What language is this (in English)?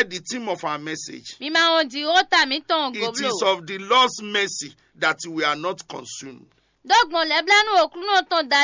Fon